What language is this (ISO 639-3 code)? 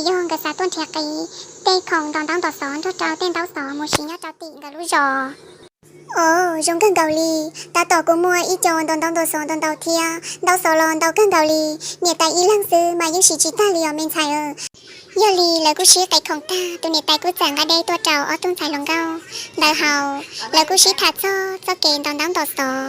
hmn